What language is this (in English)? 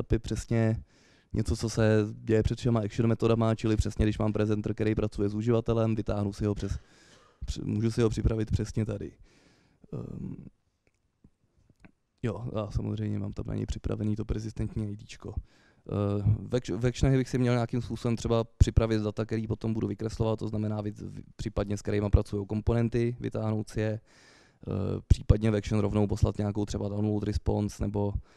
Czech